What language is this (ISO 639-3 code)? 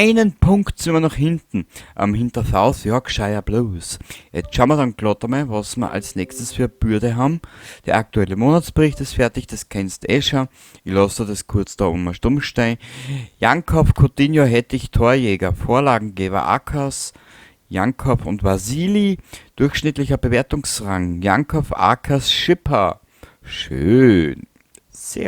bar